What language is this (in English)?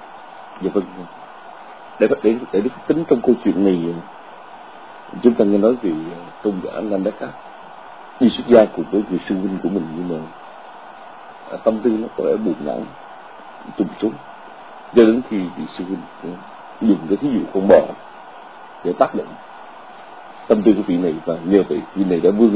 Vietnamese